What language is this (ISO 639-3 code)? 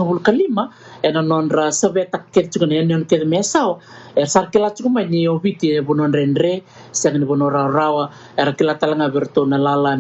fij